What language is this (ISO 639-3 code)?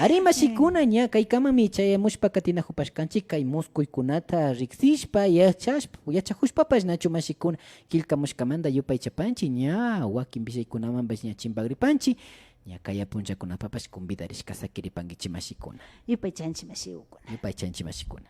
qvi